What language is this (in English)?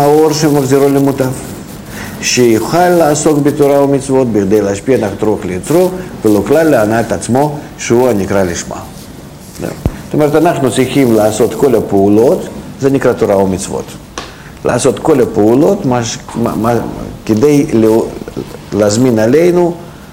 Hebrew